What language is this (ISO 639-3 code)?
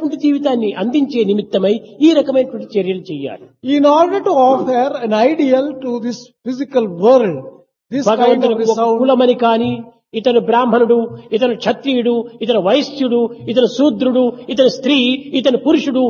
tel